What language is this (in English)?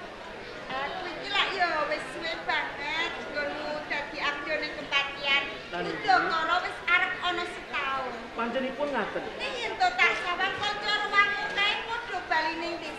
Javanese